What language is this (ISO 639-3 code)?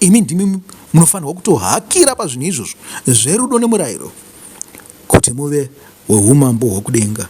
sna